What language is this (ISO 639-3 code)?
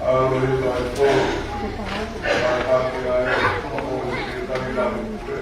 ton